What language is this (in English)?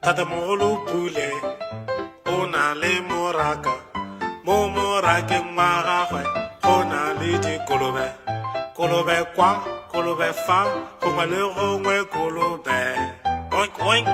Tswana